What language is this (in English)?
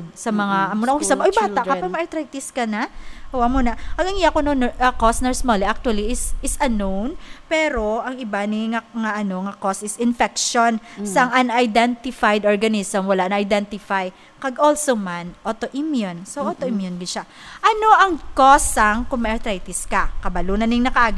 Hiligaynon